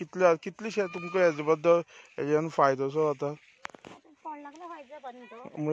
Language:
Konkani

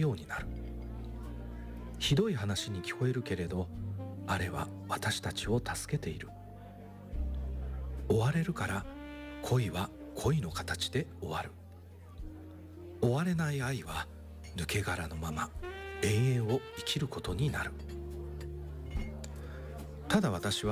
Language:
Japanese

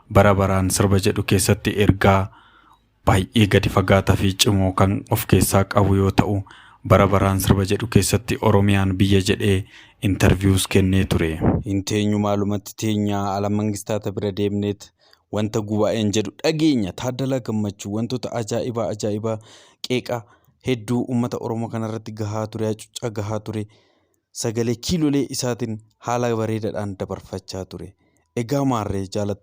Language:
Oromo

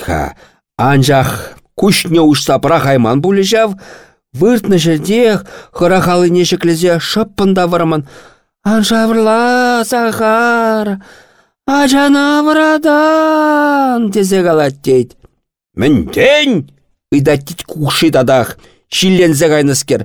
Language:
Chuvash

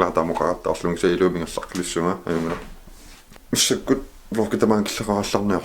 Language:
Kalaallisut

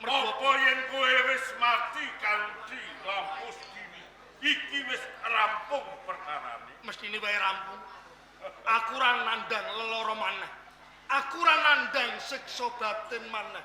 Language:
Javanese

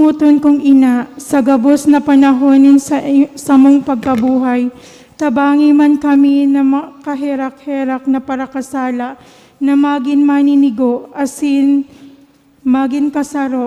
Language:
Bikol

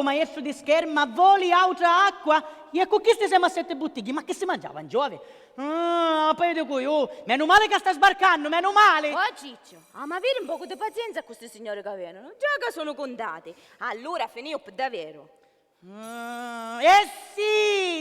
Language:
Sicilian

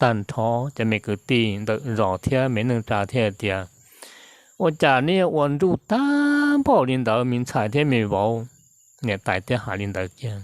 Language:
Hmong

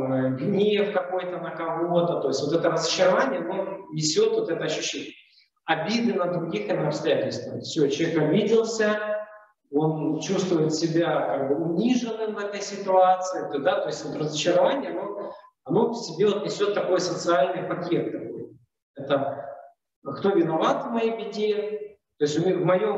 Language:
Russian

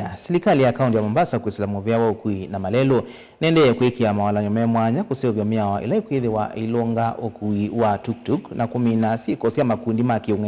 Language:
Kamba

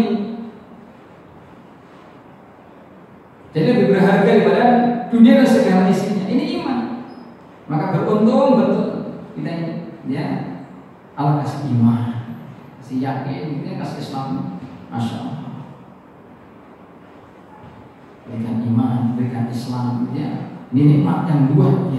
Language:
Indonesian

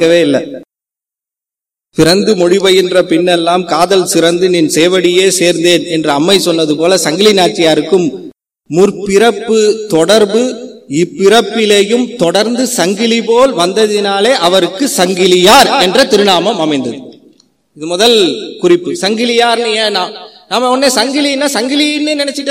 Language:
Tamil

